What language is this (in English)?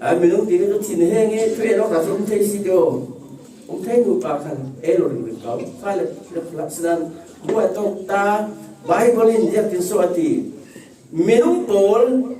Falam Chin